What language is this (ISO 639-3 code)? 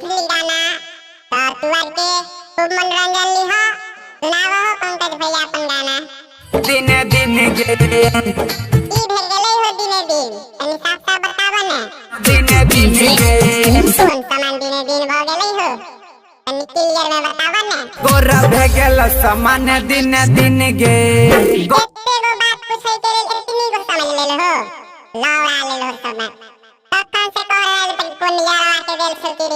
mai